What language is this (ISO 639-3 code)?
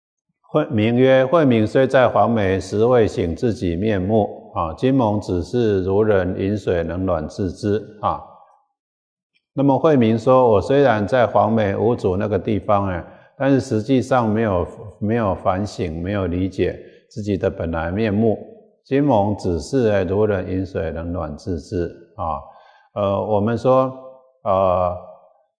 zho